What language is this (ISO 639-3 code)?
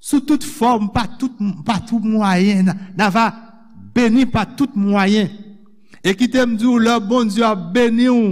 hat